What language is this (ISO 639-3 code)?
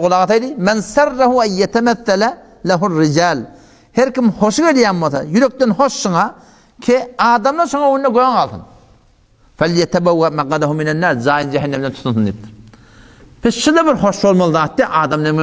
tuk